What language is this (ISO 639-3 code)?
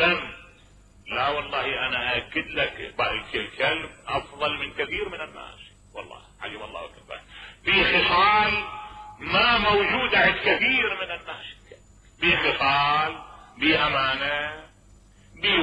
acm